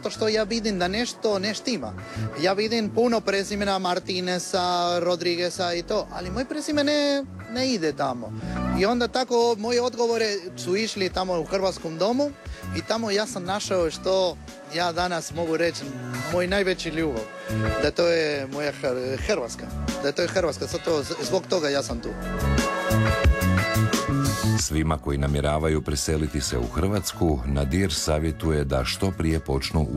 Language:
Croatian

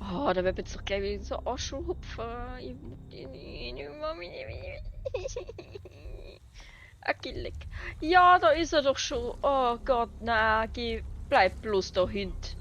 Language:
Bavarian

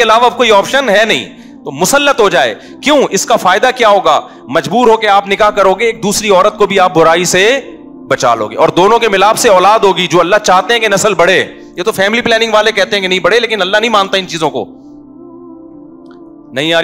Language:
Urdu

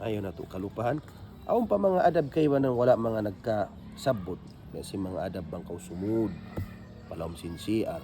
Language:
Tausug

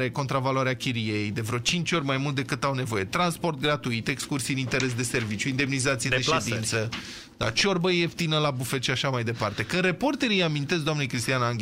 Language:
Romanian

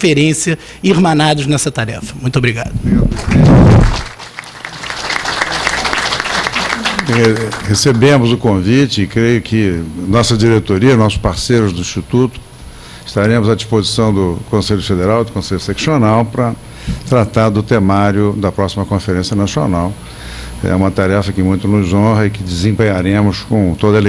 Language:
Portuguese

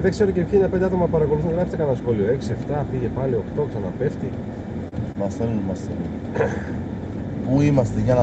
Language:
Greek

